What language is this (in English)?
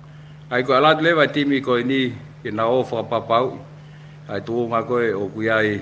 Tongan